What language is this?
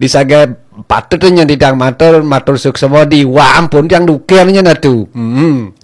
Balinese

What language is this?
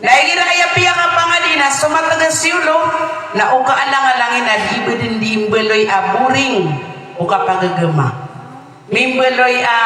Maranao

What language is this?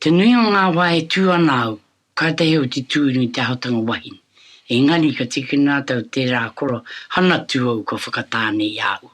Māori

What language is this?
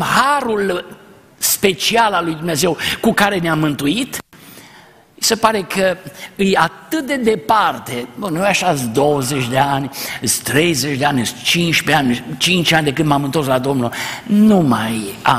Romanian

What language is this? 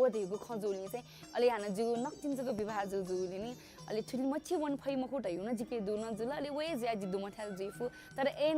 Newari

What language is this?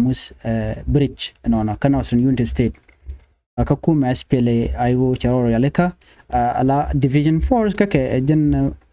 Nuer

